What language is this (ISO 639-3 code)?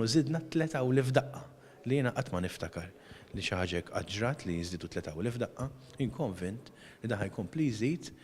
mlt